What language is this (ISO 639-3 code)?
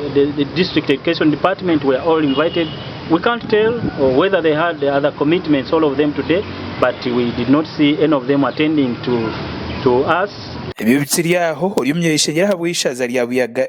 nyn